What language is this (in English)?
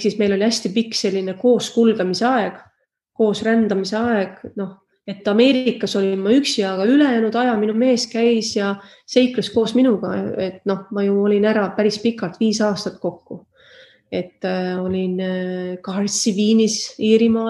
Estonian